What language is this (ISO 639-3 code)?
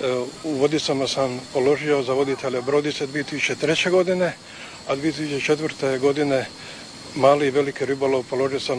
hrv